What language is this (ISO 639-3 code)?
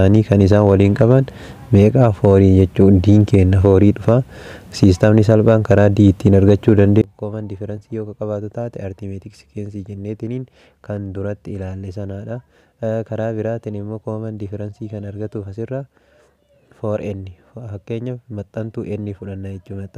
orm